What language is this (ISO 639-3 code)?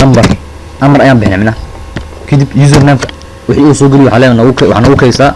som